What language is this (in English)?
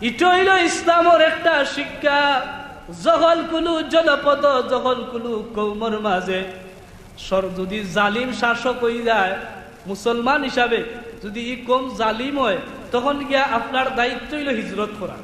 Sylheti